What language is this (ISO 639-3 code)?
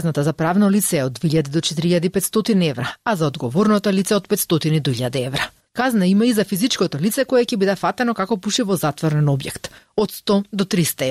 mkd